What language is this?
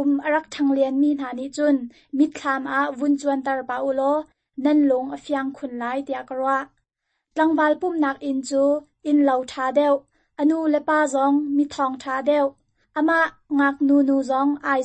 Hakha Chin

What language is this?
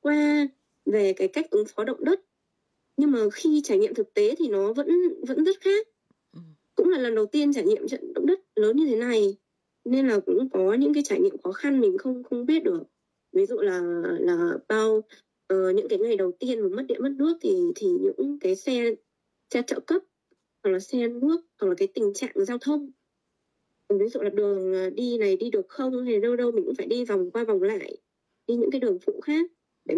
Vietnamese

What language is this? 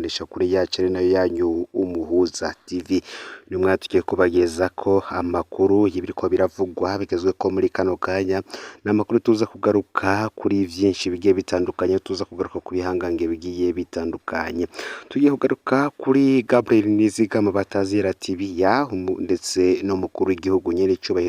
Rundi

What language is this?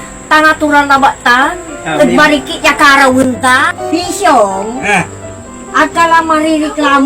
Pangasinan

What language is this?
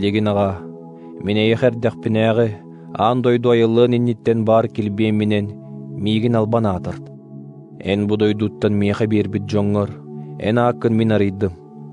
Yakut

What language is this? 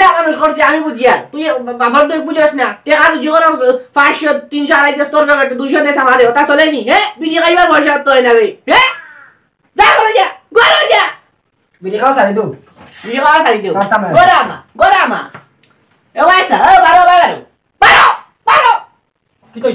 Sylheti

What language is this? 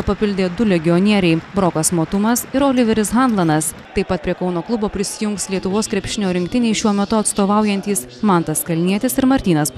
Lithuanian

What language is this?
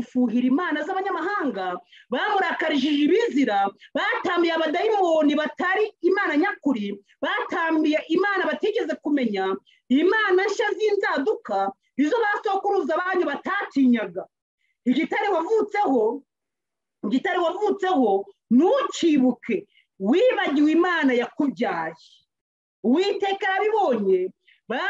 Kinyarwanda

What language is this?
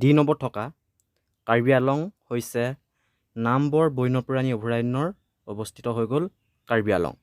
Assamese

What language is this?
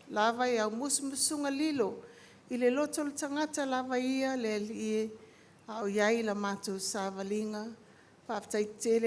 Samoan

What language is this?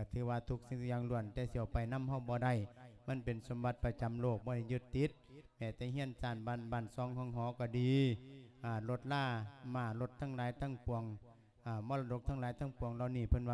Lao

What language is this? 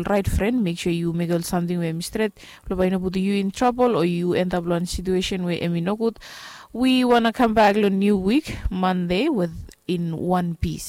Bislama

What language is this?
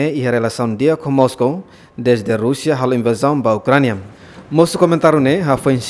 Tetum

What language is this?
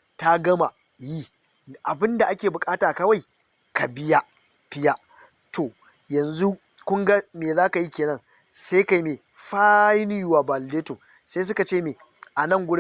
Hausa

